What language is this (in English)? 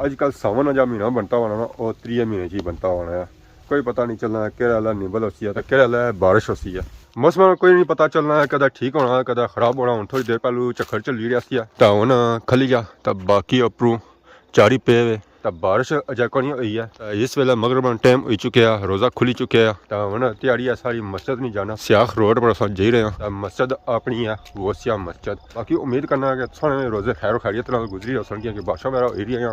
Pahari-Potwari